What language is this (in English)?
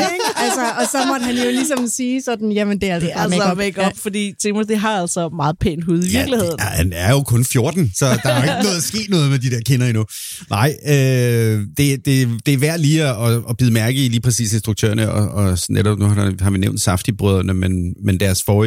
Danish